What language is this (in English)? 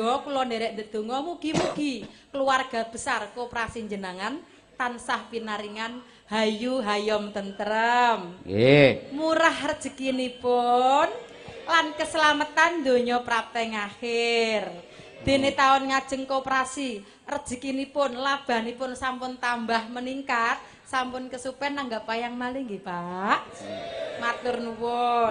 Javanese